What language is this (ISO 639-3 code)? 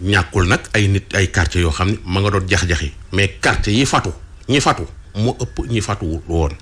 wol